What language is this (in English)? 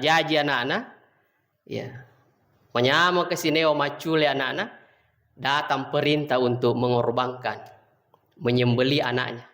Buginese